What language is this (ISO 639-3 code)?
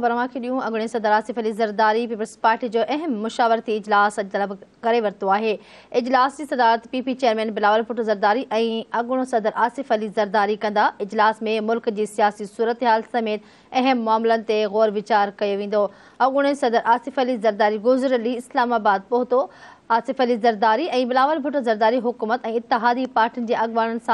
snd